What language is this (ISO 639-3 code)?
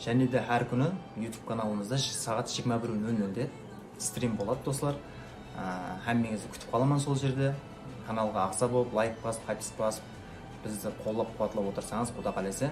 kaa